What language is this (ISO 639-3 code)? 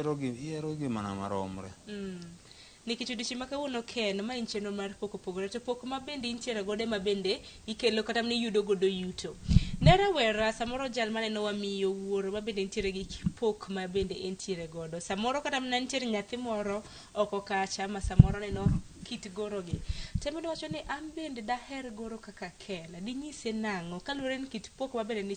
luo